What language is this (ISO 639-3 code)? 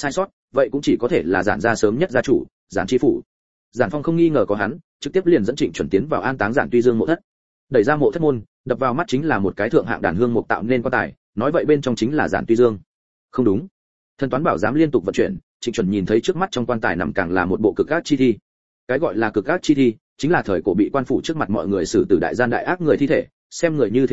vie